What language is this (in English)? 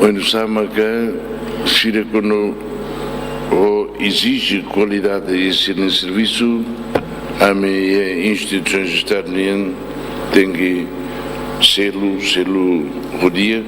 Tetum